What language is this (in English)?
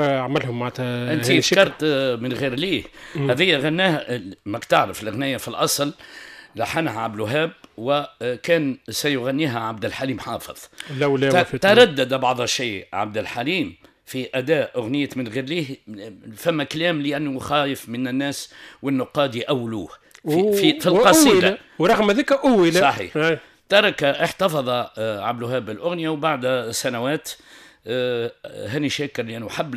Tunisian Arabic